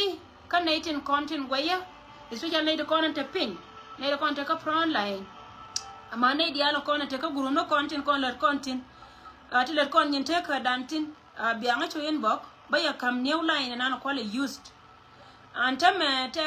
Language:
Nuer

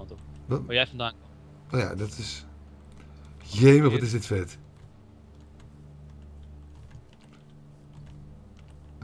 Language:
Dutch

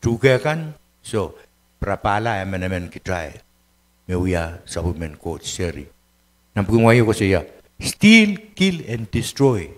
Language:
Pohnpeian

